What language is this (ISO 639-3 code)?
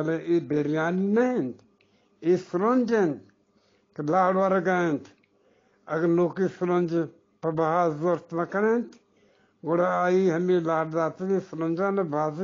bgp